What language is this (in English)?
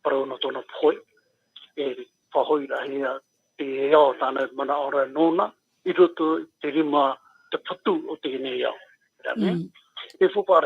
Tahitian